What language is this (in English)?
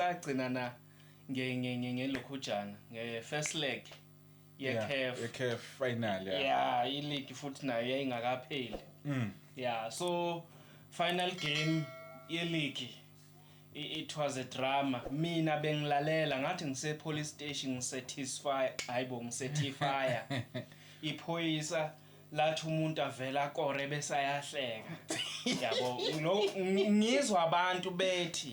Zulu